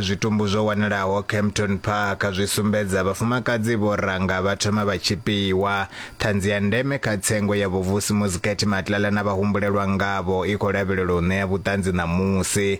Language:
Venda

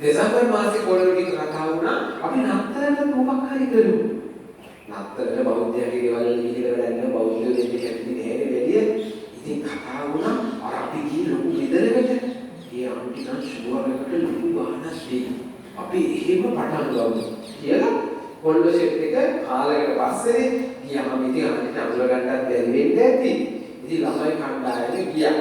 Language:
Sinhala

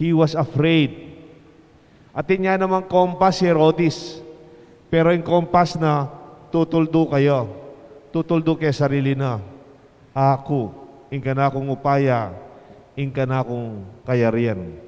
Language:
Pampanga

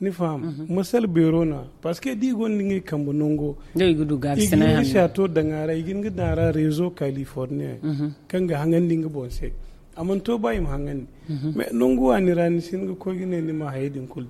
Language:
Zarma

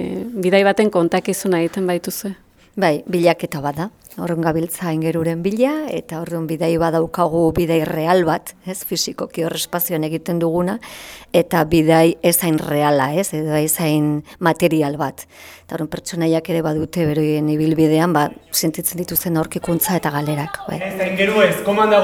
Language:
Basque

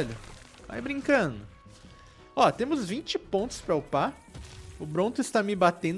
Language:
Portuguese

